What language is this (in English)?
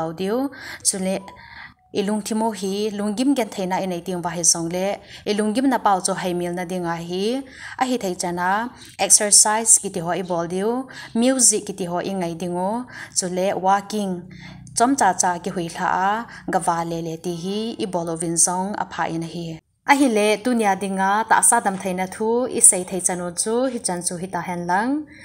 Thado Chin